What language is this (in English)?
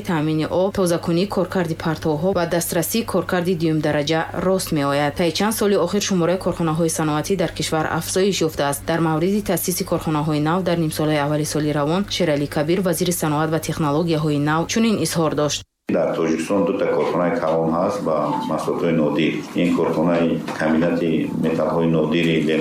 Tajik